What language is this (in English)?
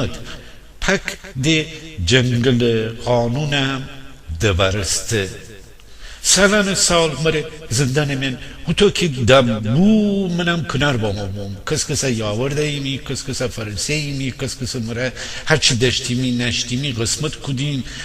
Gilaki